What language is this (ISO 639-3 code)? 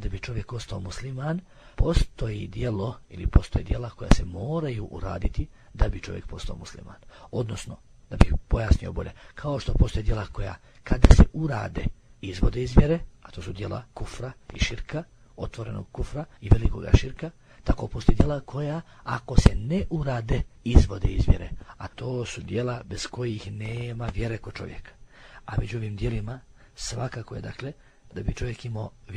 bos